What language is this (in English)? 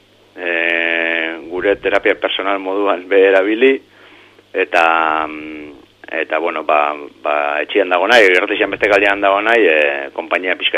Basque